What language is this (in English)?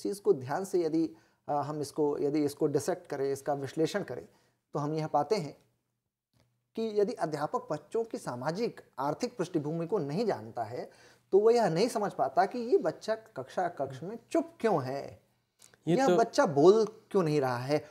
Hindi